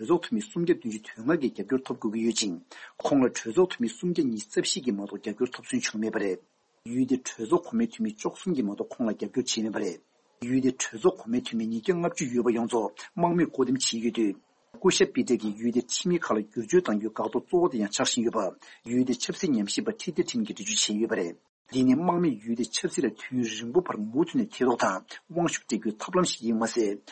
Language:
Tibetan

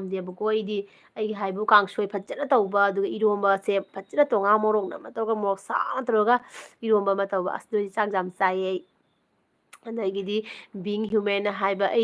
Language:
Manipuri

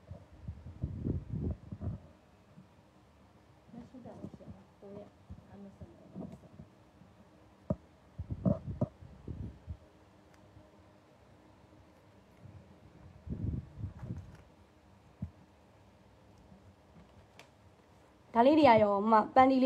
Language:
Burmese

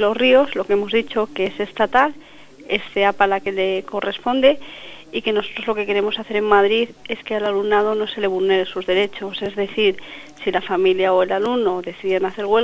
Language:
Spanish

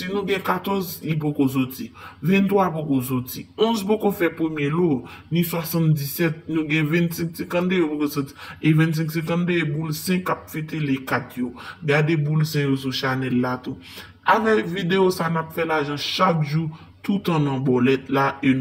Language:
Haitian Creole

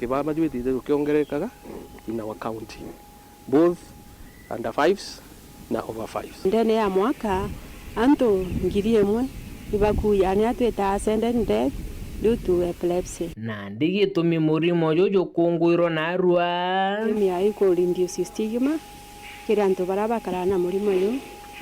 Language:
Meru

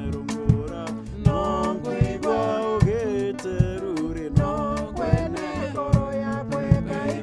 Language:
Meru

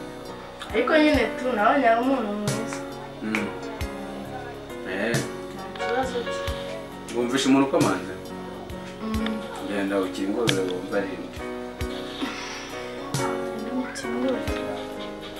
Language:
Kinyarwanda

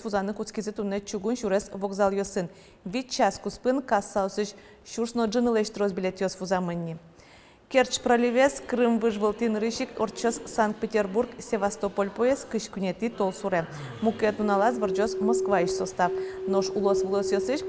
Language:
Udmurt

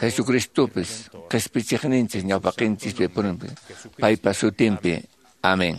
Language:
Quechua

